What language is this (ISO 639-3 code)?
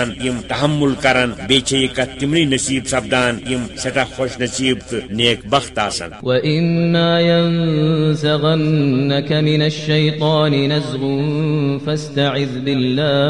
kas